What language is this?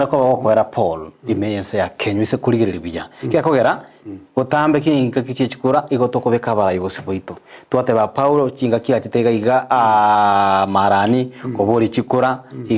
Gusii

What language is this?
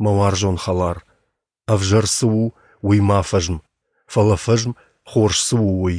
Ossetic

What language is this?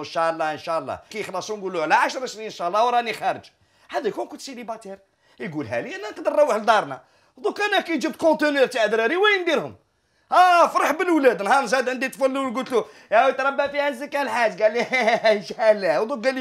Algerian Arabic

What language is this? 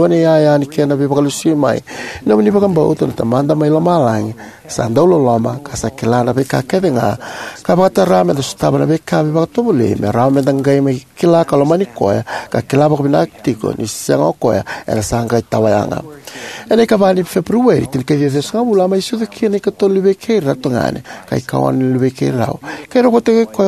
Fijian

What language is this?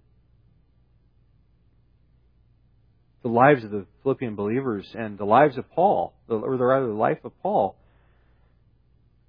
English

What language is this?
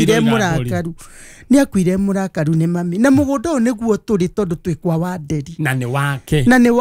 Kikuyu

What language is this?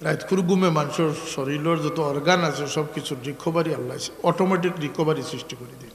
Sylheti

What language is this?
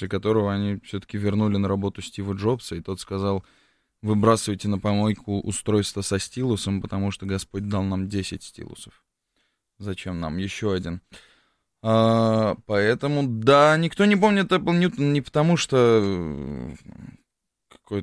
Russian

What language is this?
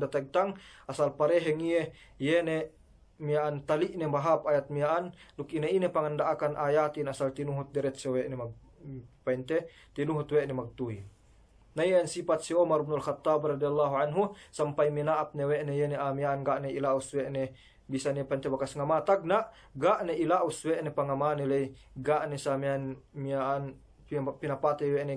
Yakan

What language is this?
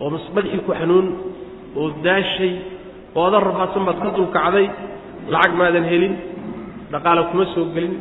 Somali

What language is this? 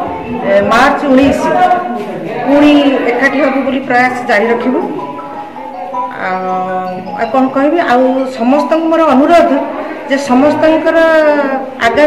Odia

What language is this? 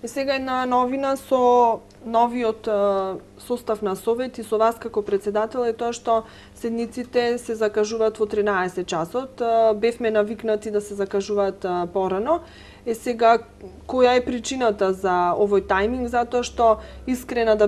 Macedonian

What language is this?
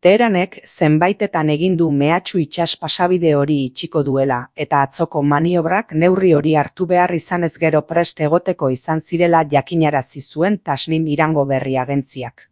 Basque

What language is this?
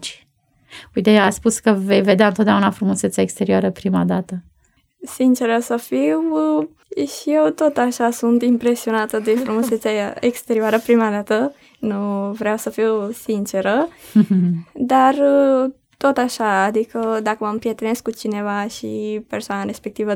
Romanian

